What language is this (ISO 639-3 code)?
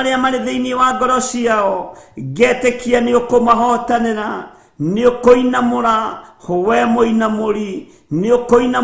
kik